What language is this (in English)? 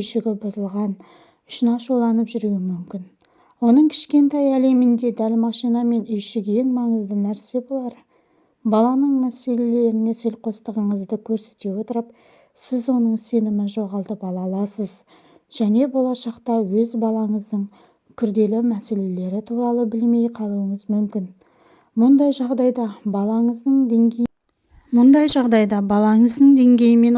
Kazakh